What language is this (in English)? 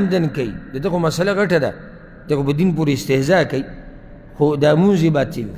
Pashto